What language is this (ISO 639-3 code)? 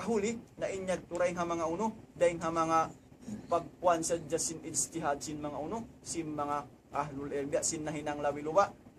tsg